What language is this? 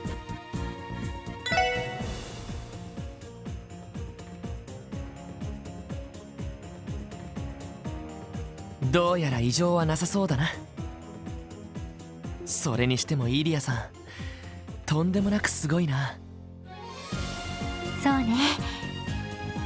Japanese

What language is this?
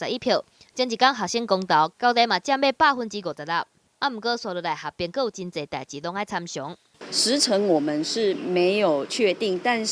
Min Nan Chinese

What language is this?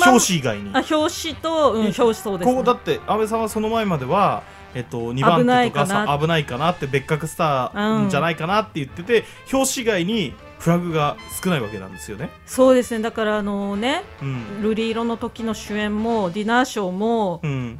Japanese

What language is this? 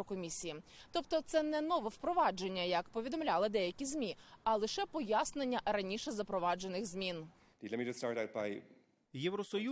Ukrainian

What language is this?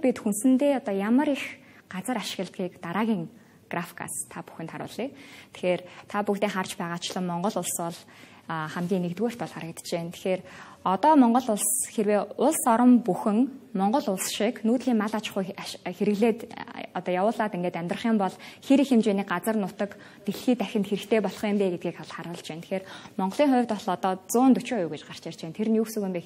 Mongolian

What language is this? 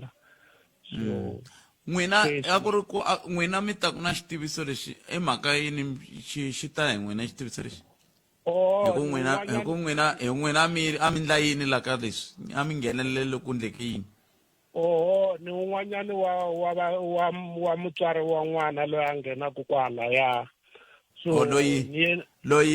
Tsonga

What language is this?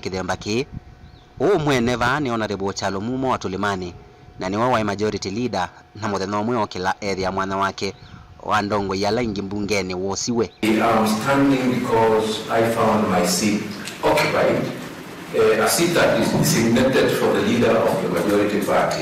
Kamba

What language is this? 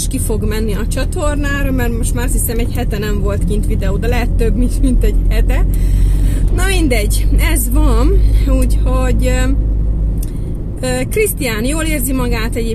Hungarian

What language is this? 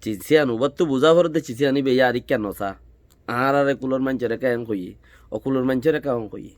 Rohingya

